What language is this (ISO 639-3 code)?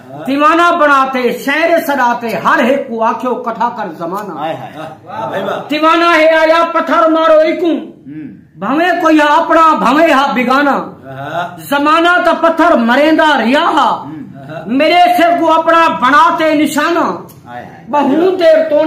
skr